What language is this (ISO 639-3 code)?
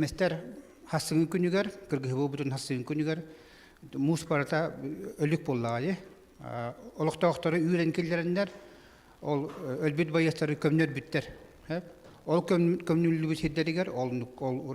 sah